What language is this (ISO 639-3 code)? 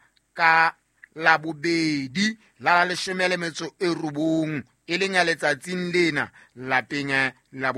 sot